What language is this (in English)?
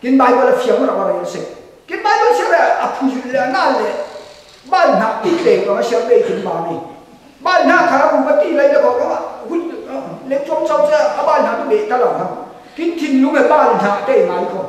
Falam Chin